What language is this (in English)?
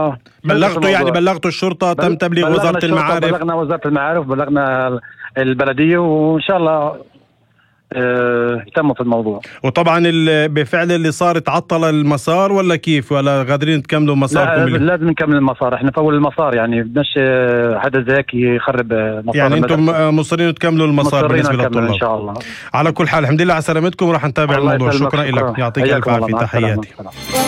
North Levantine Arabic